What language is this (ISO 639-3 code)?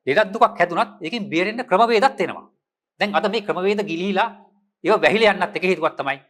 sin